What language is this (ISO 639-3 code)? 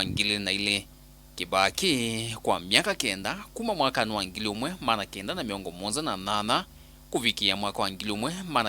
kam